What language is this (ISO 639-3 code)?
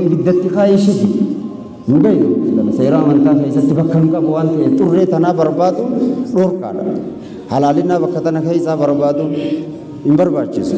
orm